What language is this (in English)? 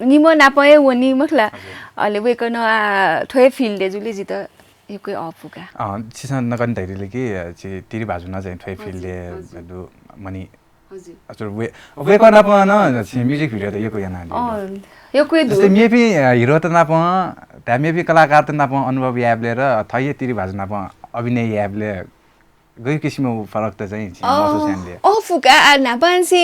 Newari